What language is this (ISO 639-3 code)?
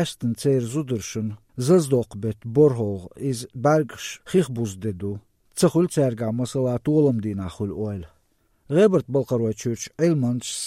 che